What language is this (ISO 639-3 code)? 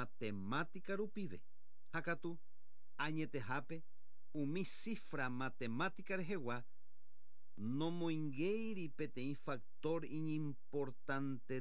grn